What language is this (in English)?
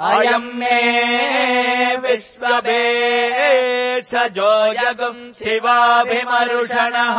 Sanskrit